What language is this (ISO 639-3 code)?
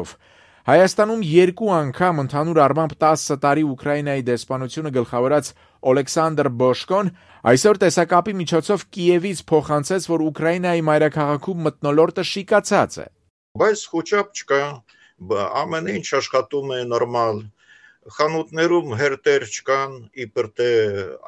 hye